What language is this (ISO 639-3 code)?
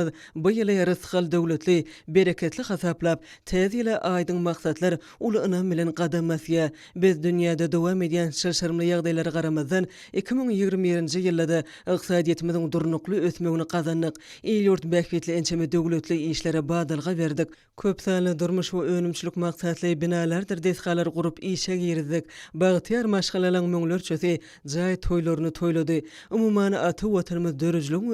tuk